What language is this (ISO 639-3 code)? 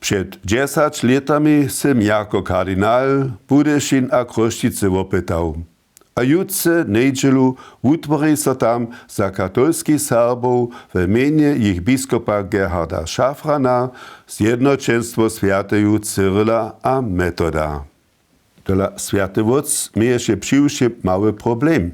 hsb